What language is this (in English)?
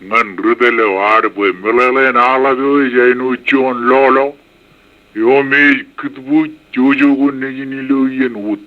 Marshallese